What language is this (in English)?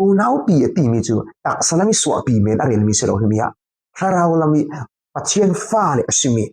Falam Chin